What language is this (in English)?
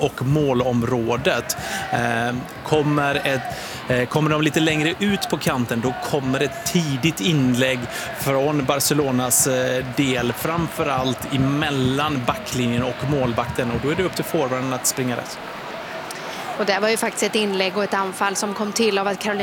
Swedish